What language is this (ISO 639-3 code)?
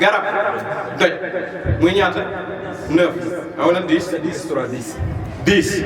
wol